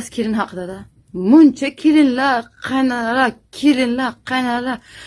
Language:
Uzbek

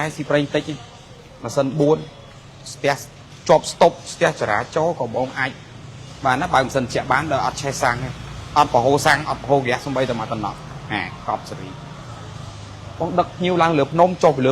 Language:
Khmer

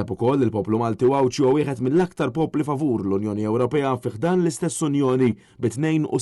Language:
Maltese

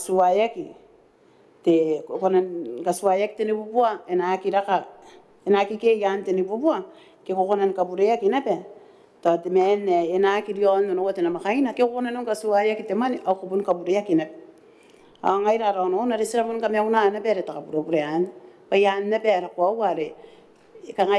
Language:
Gilbertese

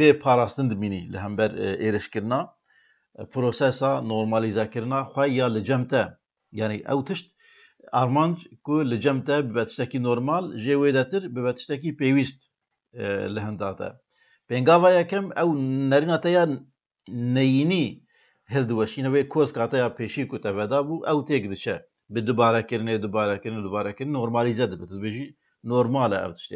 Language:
Kurdish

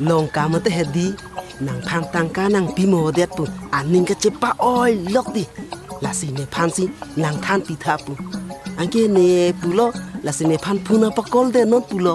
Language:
Karbi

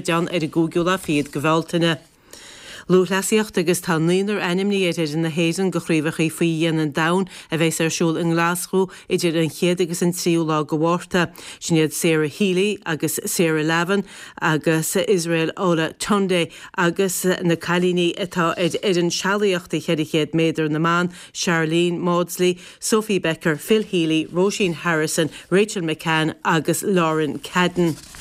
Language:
Irish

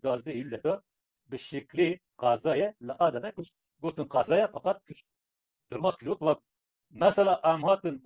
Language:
Kurdish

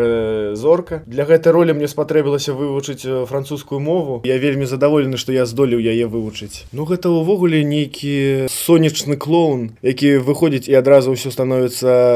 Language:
Belarusian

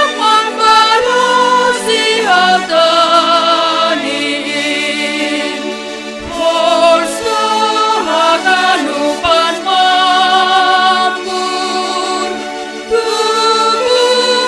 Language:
Batak Simalungun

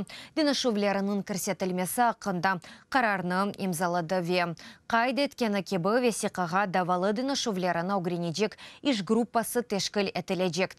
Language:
Crimean Tatar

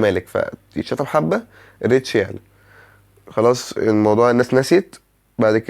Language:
Egyptian Arabic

